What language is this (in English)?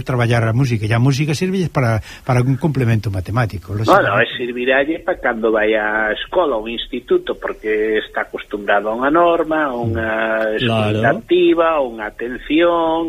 Galician